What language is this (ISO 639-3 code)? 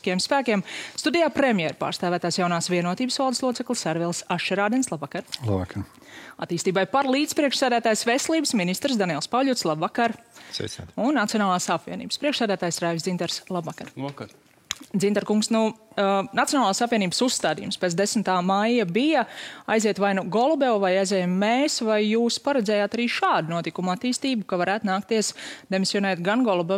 lav